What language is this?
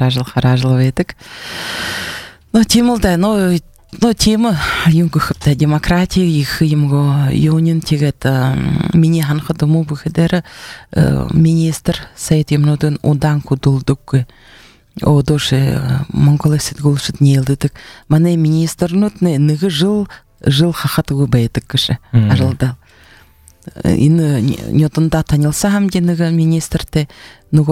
Buriat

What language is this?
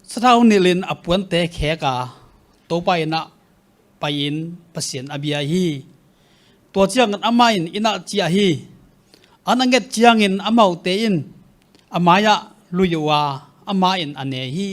Tedim Chin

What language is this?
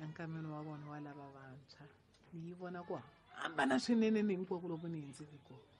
Tsonga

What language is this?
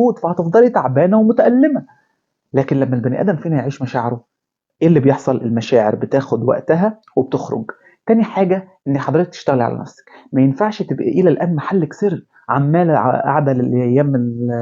Egyptian Arabic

